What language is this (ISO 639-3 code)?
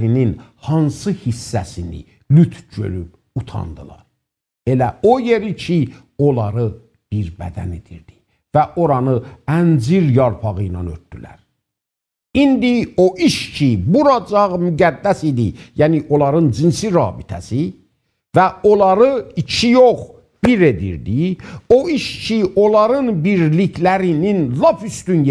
azb